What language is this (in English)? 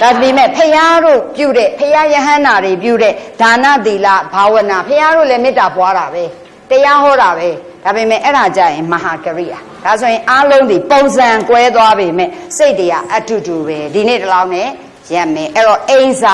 Burmese